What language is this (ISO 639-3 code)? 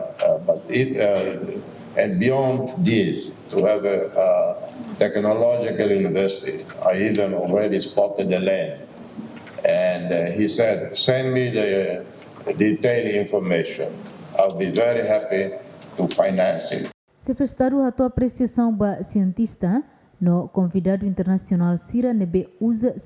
tet